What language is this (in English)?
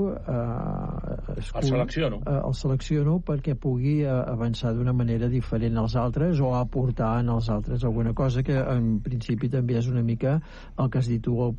Catalan